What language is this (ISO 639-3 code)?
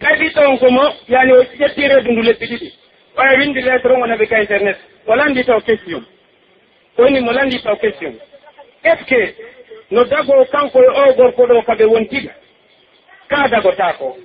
fuf